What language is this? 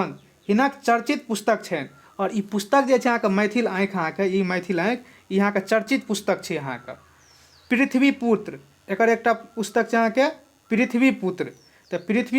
Maithili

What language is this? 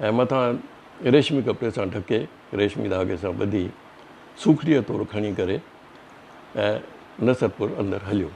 Sindhi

